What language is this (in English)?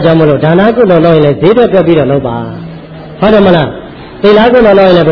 Burmese